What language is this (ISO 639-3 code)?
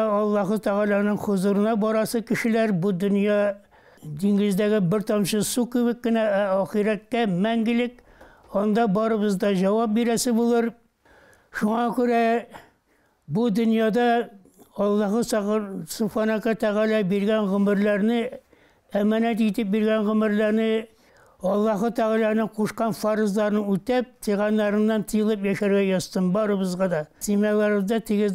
tat